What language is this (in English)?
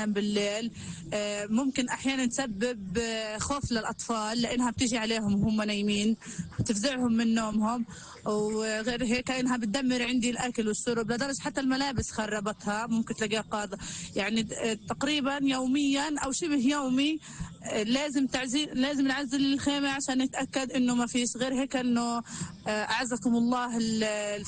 North Levantine Arabic